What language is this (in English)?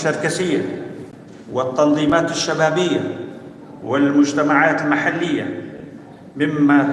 North Levantine Arabic